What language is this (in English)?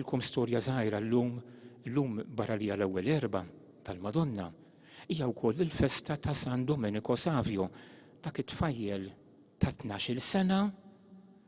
Maltese